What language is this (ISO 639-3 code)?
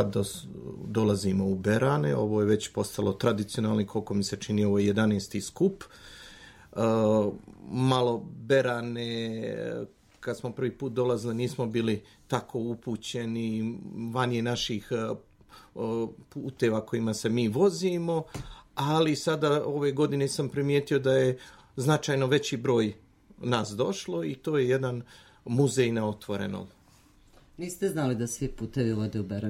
srp